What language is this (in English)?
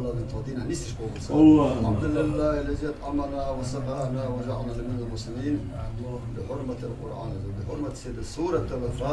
Chechen